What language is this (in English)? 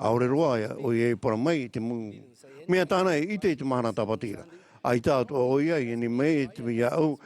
Tahitian